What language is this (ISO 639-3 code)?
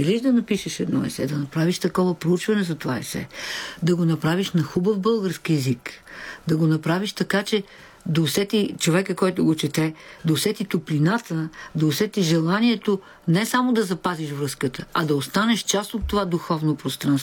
bul